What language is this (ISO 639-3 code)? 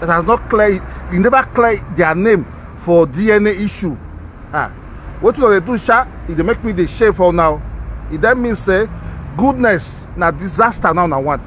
pcm